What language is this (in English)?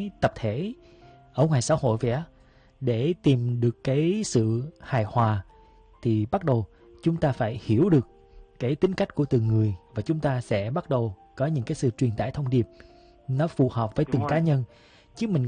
Vietnamese